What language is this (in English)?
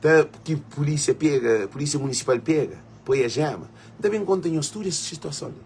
Kabuverdianu